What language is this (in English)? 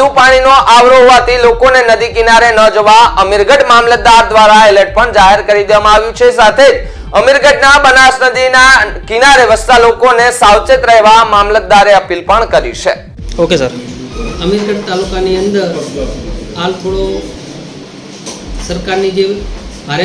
Gujarati